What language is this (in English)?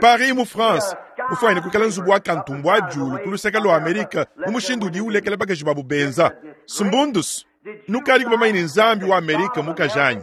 Luba-Lulua